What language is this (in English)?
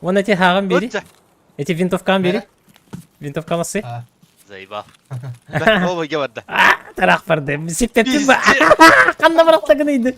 Yakut